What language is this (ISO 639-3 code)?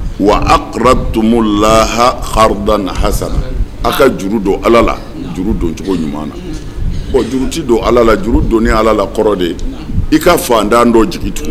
bam